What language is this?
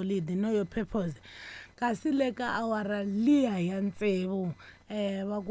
Tsonga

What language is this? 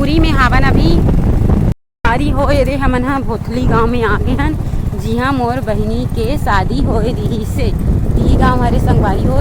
Chhattisgarhi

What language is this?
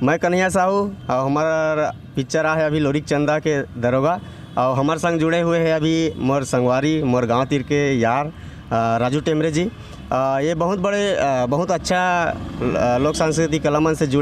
Chhattisgarhi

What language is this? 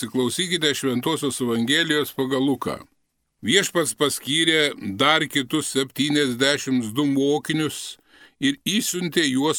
Lithuanian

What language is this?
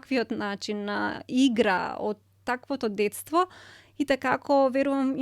Macedonian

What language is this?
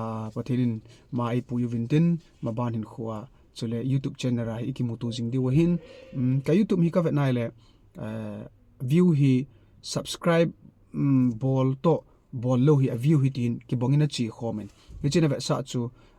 Thado Chin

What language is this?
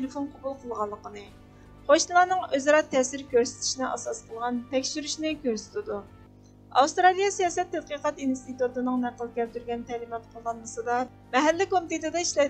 Uyghur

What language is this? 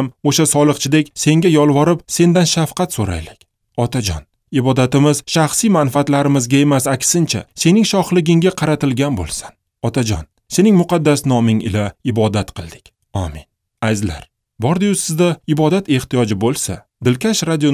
Uzbek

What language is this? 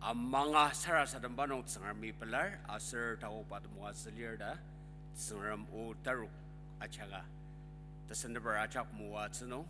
Ao Naga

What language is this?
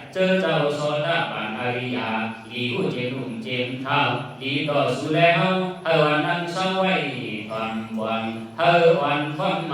Shan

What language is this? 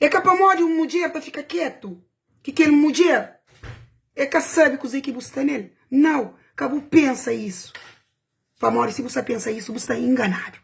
Kabuverdianu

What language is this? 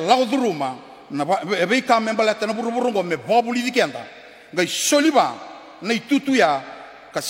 Fijian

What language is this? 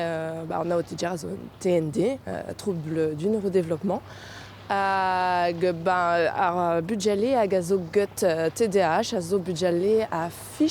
Breton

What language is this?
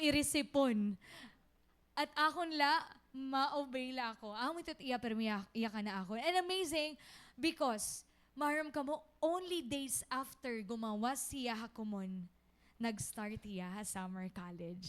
Waray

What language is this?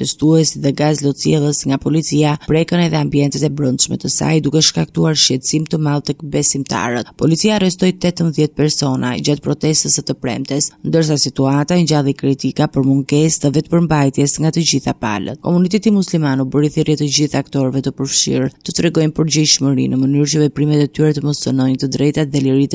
Albanian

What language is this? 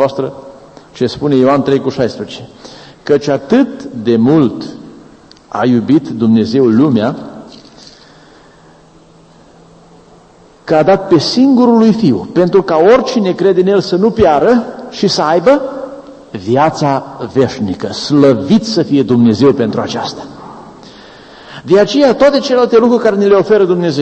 Romanian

